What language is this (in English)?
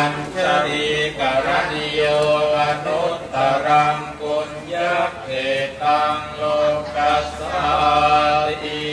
Pali